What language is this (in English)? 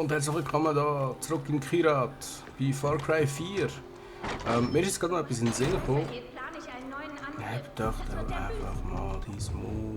Swiss German